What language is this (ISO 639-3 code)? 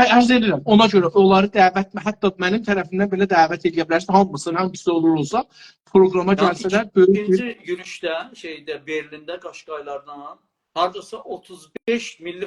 azb